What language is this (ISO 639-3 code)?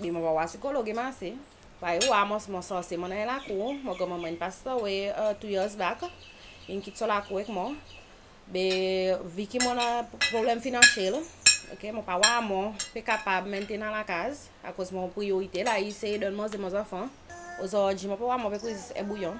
crs